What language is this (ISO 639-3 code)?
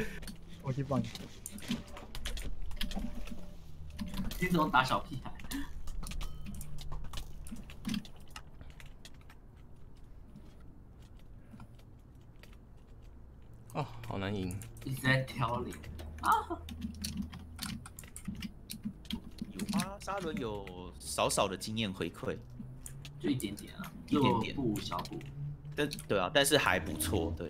zho